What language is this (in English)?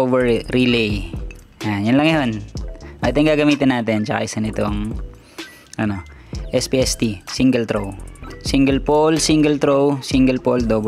Filipino